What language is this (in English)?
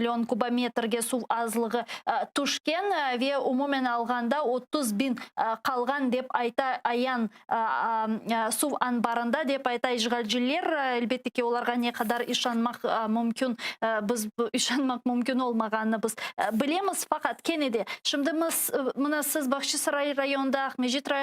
Crimean Tatar